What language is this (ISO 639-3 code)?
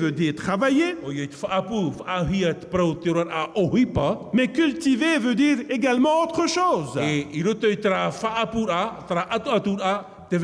tah